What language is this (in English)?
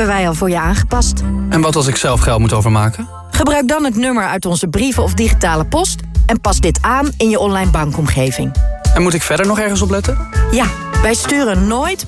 Dutch